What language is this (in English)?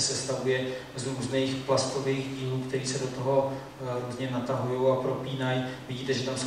Czech